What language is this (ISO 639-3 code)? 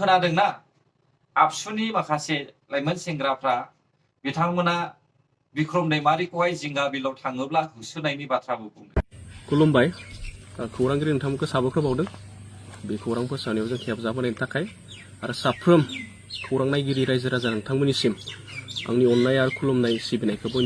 brx